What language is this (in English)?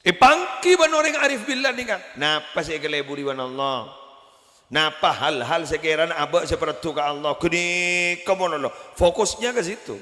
Madurese